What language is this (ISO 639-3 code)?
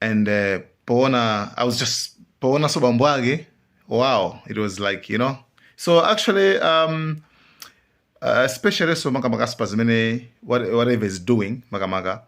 nya